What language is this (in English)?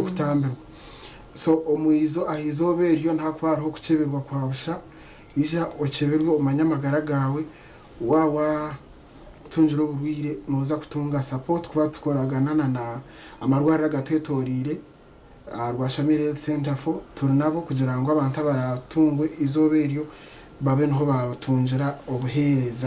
Nyankole